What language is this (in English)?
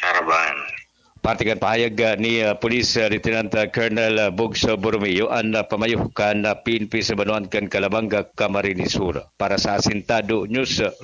Bikol